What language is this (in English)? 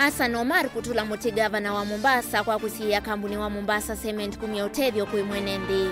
Kamba